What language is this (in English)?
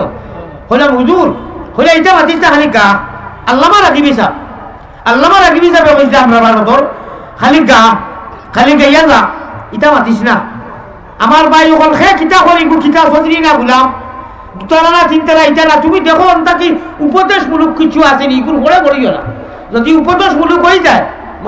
Sylheti